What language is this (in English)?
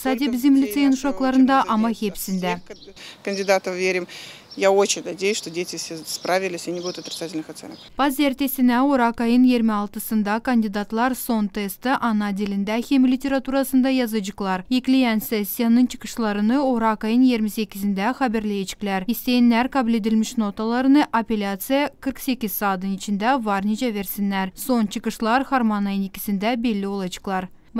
Gagauz